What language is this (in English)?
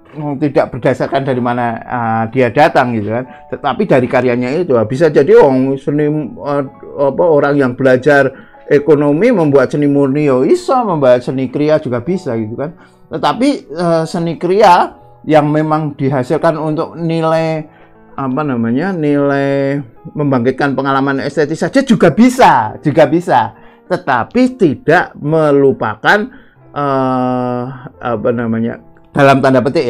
Indonesian